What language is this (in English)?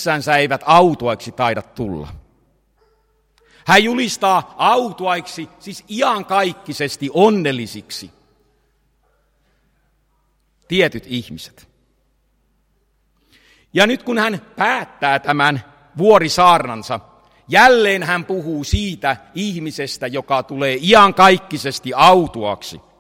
Finnish